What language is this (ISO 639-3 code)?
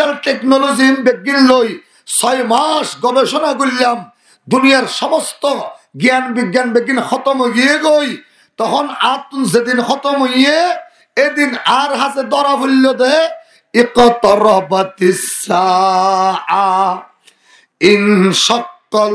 rhg